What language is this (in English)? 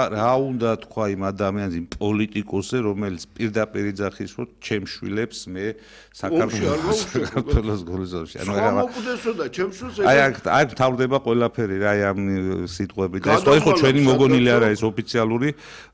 Georgian